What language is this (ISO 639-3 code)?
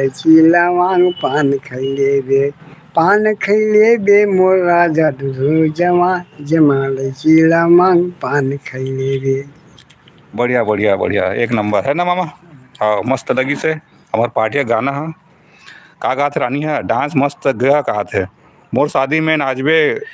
hne